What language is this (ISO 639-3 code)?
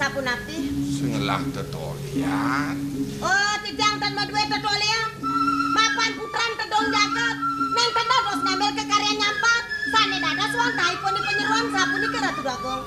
ban